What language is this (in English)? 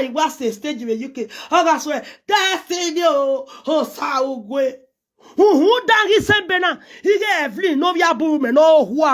Nigerian Pidgin